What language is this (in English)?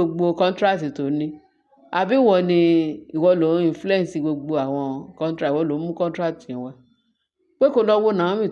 Yoruba